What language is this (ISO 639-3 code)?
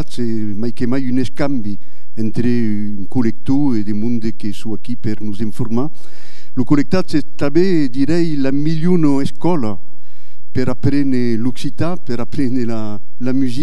oci